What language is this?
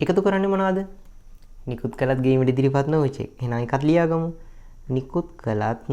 Sinhala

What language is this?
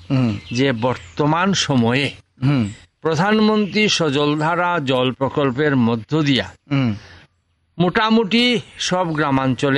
Bangla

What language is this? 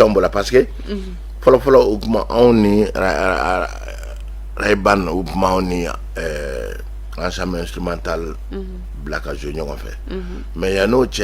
Bambara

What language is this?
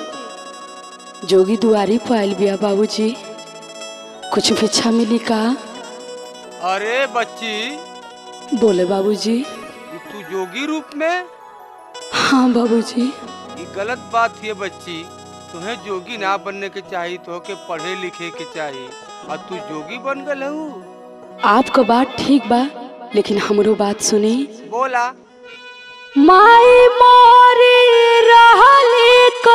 Bhojpuri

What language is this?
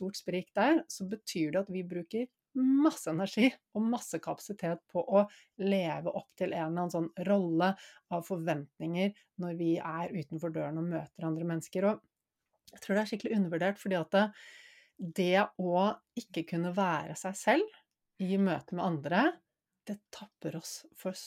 Norwegian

